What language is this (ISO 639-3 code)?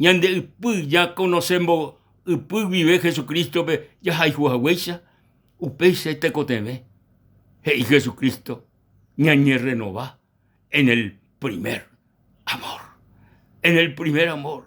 grn